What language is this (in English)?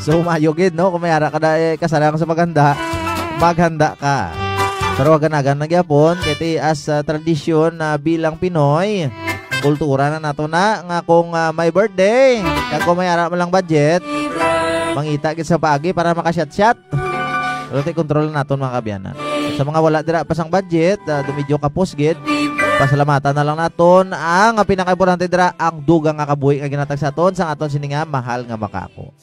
Hiligaynon